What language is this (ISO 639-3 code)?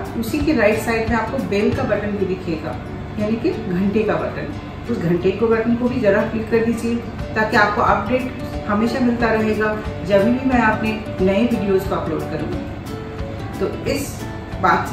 hin